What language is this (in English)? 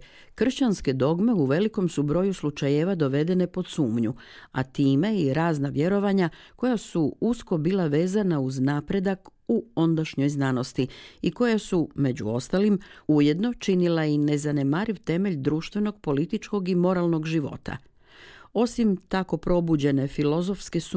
Croatian